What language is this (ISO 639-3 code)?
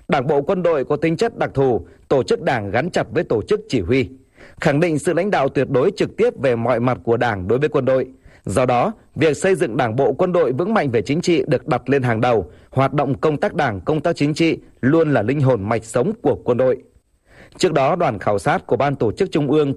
vie